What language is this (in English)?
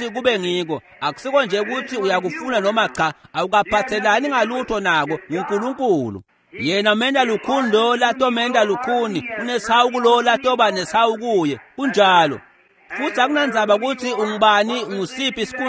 Swati